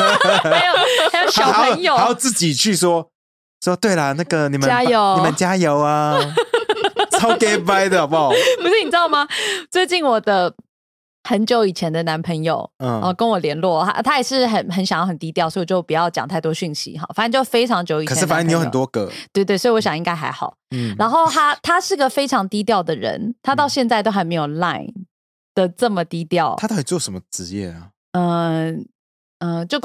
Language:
Chinese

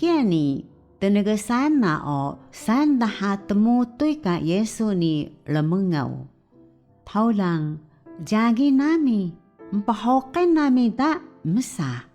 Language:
Taroko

